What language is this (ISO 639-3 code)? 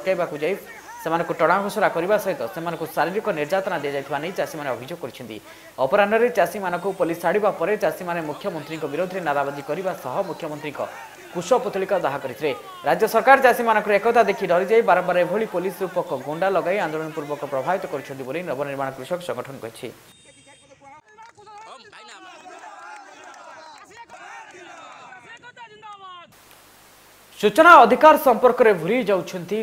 ori